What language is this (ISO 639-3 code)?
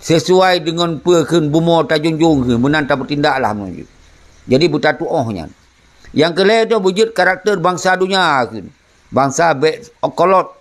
ace